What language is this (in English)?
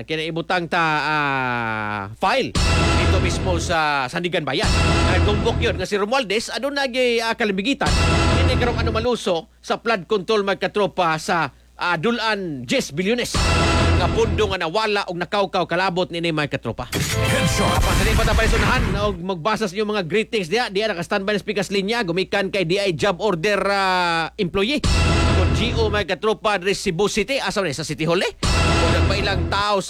Cebuano